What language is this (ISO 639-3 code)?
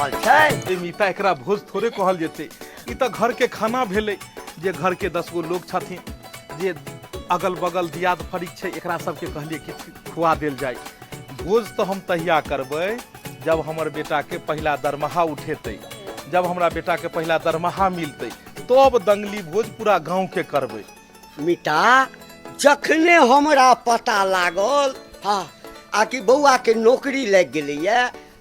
mai